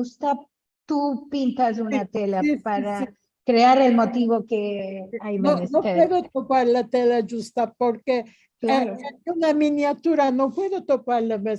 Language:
Ladino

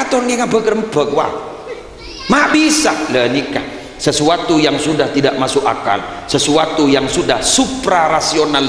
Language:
Madurese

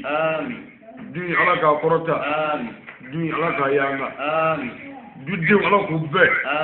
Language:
Bambara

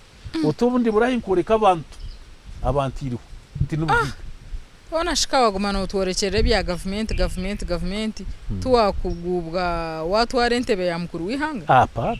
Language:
Nyankole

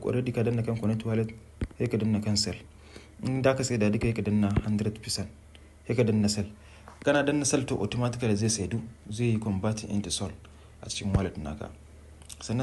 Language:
Hausa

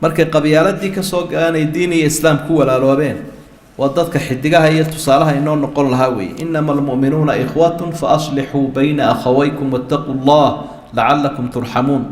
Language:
Somali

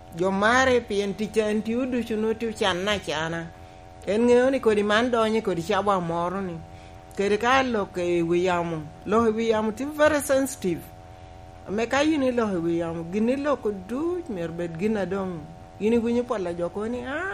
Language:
Lango (Uganda)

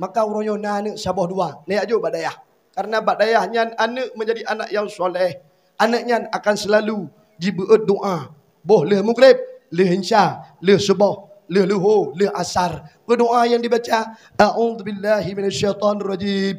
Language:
Achinese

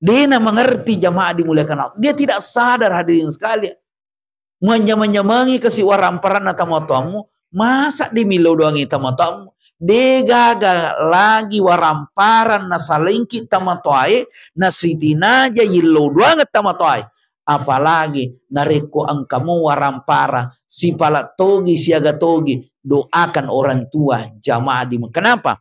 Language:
Buginese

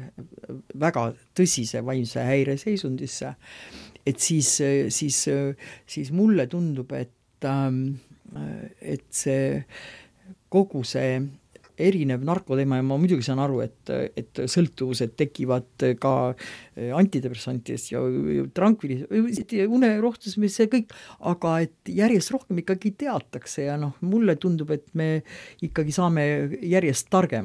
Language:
Estonian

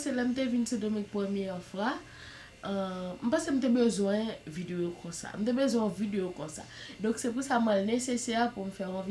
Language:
Haitian Creole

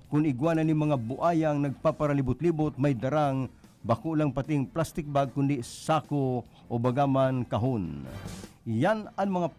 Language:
Bikol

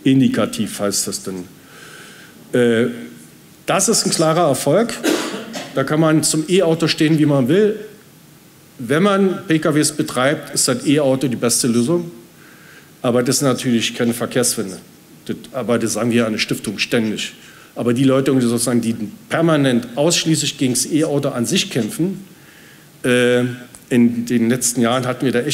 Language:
German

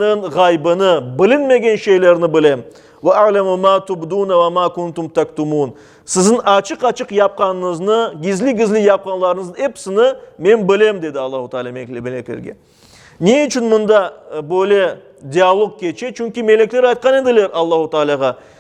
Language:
Crimean Tatar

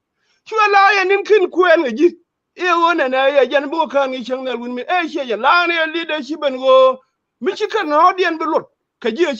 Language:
Nuer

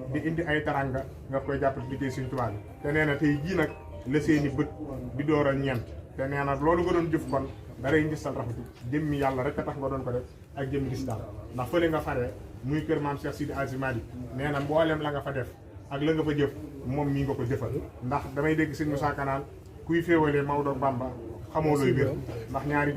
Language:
Wolof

